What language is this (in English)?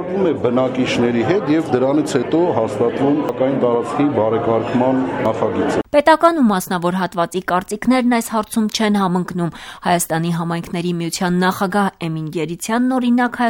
Armenian